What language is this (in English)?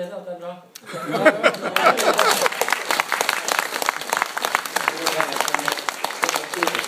Norwegian